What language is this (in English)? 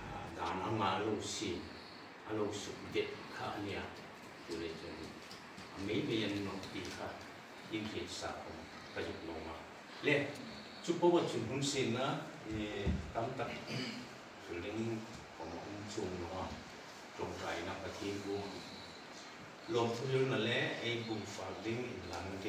Hmar